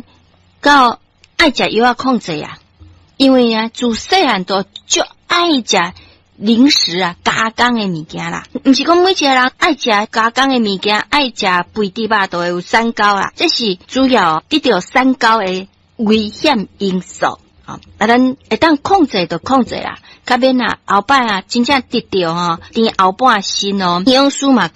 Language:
Min Nan Chinese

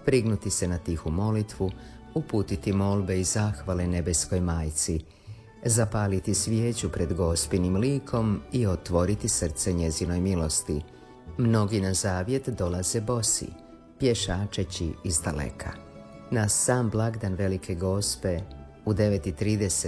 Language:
Croatian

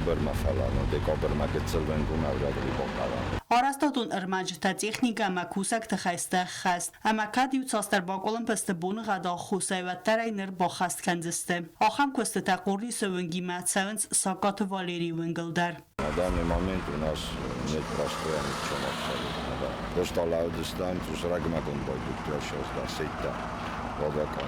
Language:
Ossetic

